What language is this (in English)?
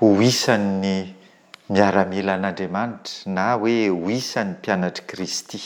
Malagasy